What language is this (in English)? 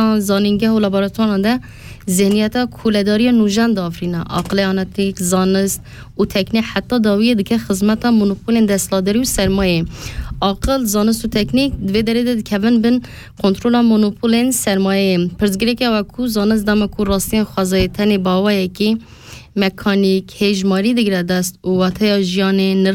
Kurdish